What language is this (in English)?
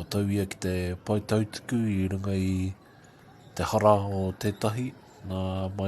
Māori